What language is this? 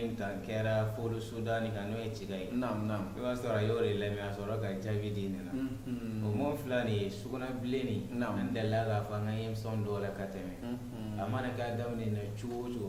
Bambara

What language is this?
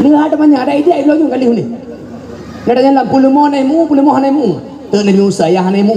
Achinese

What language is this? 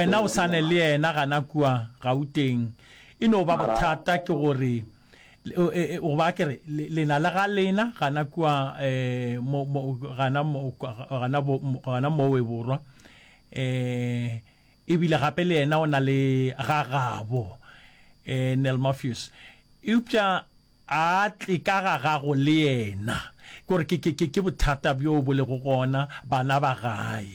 Northern Sotho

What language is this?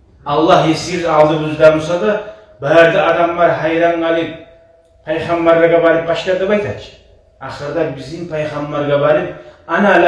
Kumyk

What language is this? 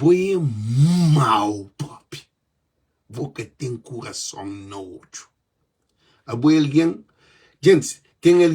Kabuverdianu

